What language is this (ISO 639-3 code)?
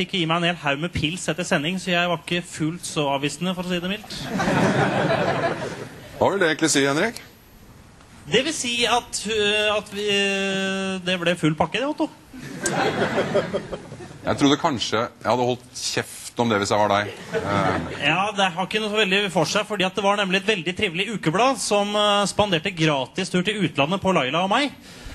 nor